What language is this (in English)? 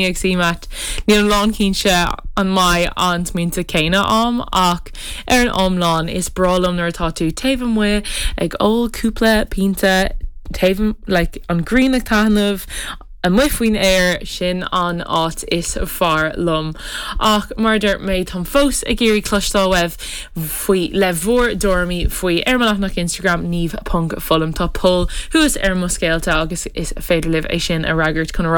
Irish